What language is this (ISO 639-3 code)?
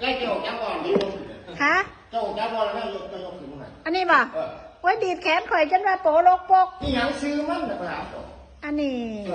tts